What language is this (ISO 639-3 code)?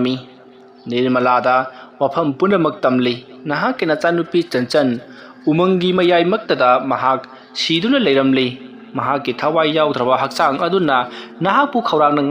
mni